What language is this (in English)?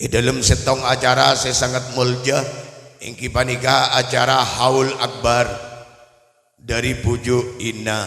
Madurese